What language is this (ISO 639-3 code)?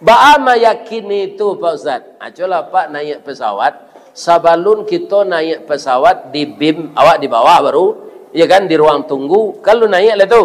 min